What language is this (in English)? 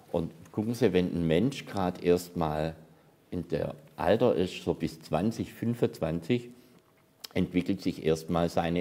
German